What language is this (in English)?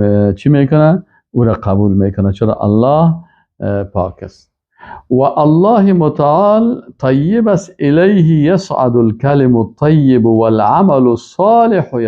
Persian